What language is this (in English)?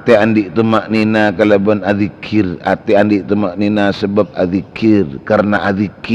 Madurese